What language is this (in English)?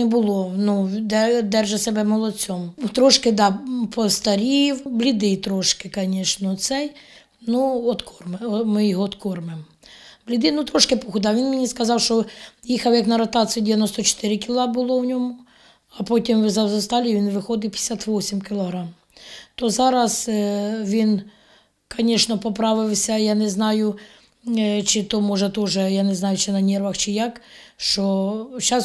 Ukrainian